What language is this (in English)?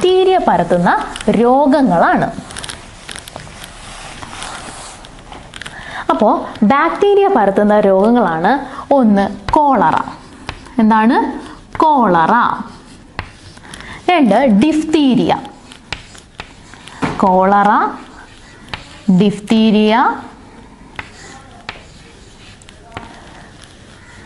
Malayalam